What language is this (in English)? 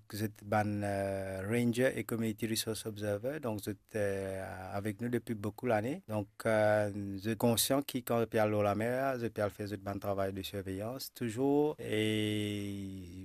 Morisyen